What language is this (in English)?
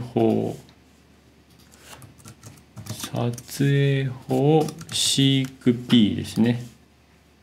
Japanese